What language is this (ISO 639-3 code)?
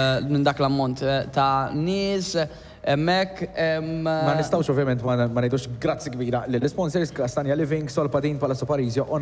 mlt